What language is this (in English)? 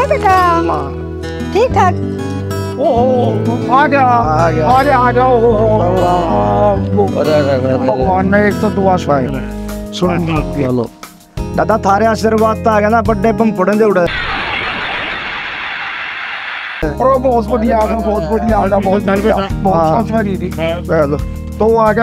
Haryanvi